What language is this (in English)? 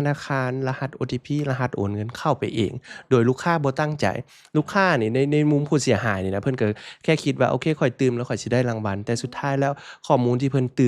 Lao